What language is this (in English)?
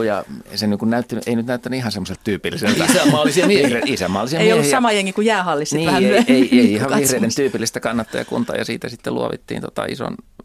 Finnish